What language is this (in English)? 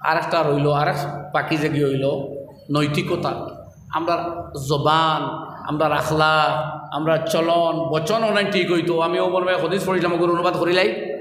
Sylheti